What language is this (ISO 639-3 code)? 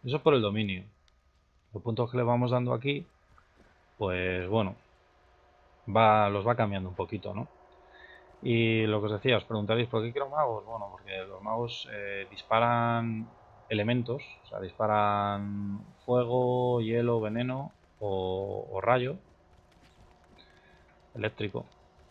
spa